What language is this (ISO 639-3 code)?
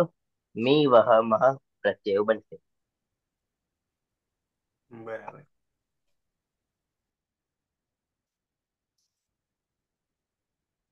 guj